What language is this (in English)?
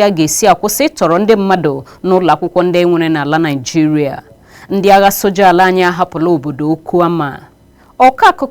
Igbo